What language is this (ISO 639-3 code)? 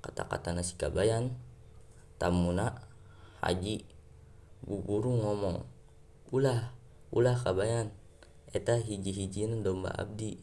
sun